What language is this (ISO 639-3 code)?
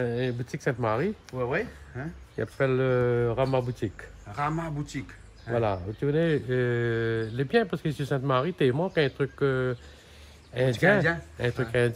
rcf